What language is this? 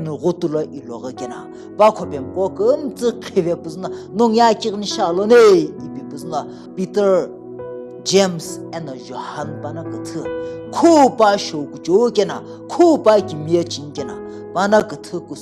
Sumi Naga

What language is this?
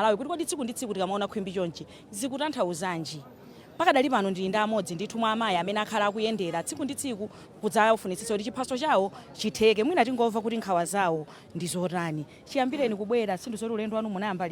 Nyanja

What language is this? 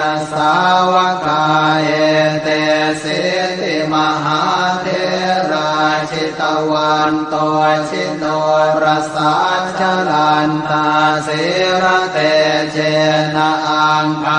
Pali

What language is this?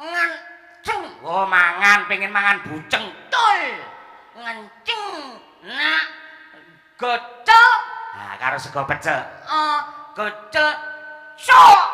Javanese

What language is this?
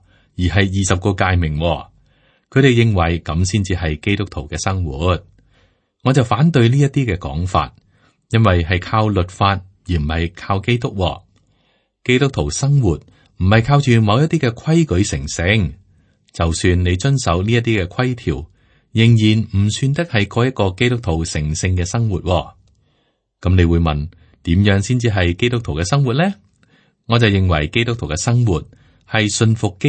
Cantonese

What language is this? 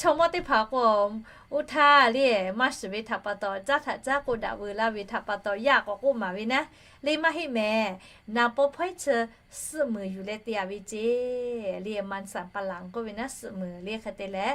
Lahu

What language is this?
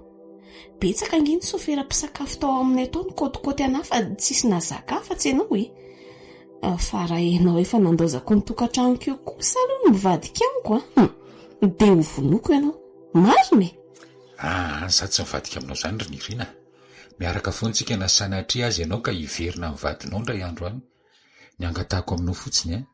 Malagasy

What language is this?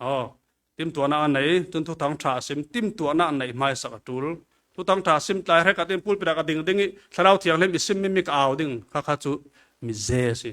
Falam Chin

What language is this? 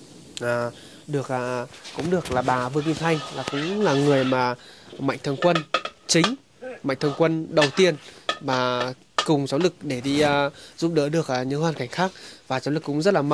Vietnamese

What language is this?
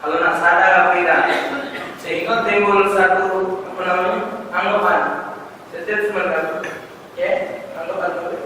Musi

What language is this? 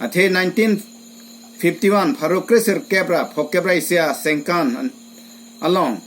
Karbi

